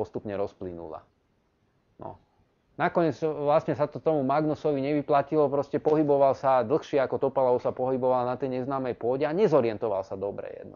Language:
Slovak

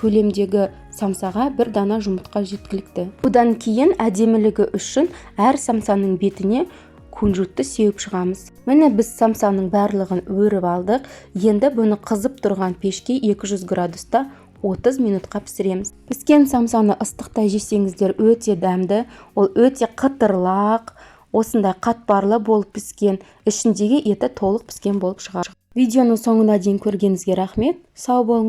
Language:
Kazakh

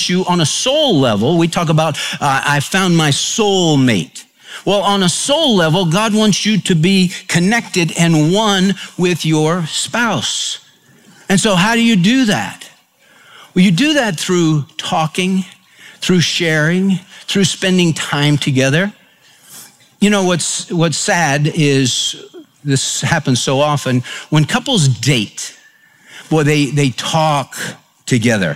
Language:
English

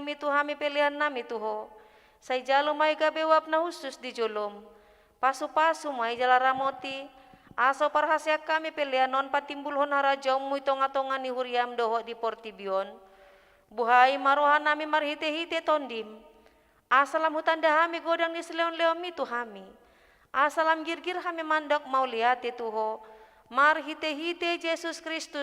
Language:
Batak Toba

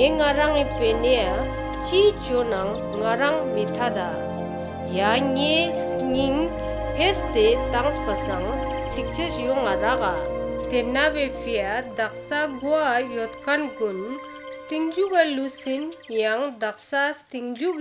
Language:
Ladakhi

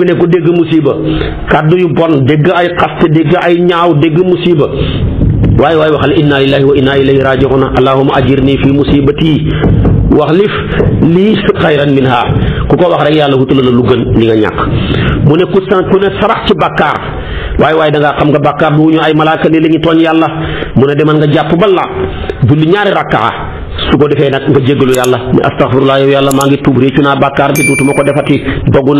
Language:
Wolof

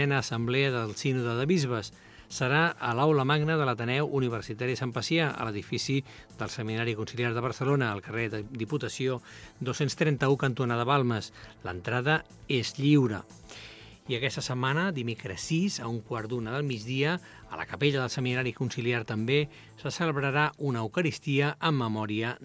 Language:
Catalan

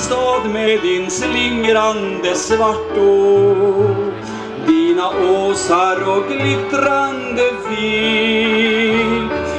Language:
Swedish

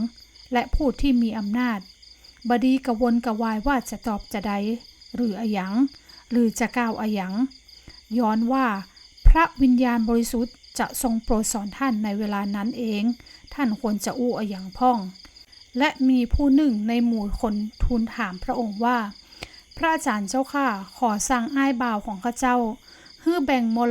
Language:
Northern Thai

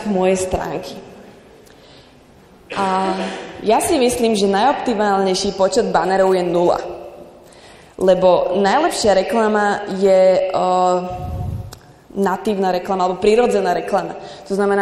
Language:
Slovak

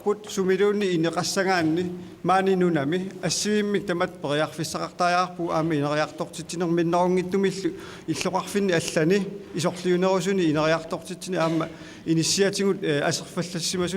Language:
Kalaallisut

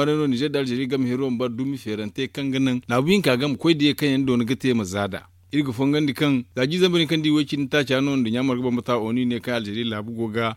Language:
Zarma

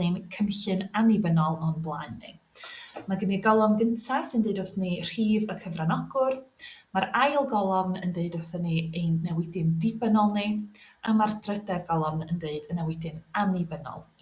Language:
Welsh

